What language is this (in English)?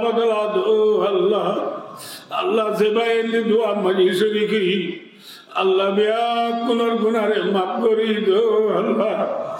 Rohingya